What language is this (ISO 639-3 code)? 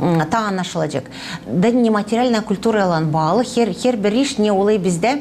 gag